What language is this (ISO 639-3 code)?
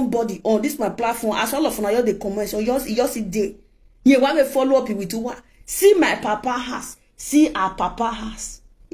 pcm